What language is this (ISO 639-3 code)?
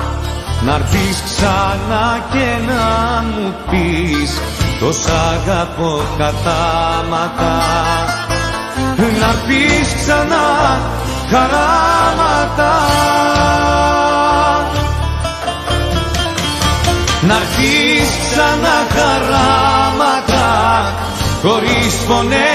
ell